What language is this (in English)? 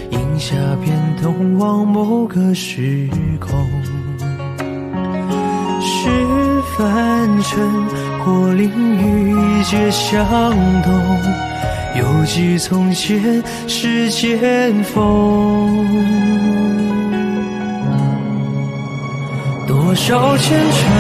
Chinese